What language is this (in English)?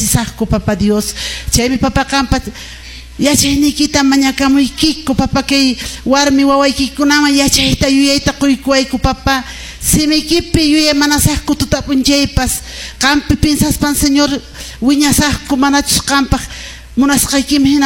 Quechua